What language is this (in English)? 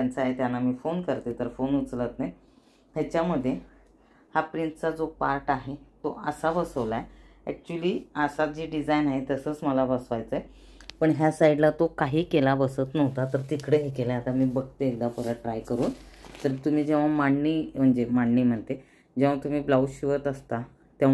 Marathi